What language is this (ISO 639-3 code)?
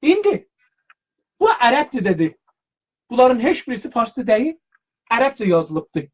azb